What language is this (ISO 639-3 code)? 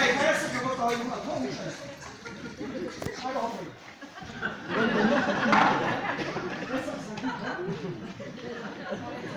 eus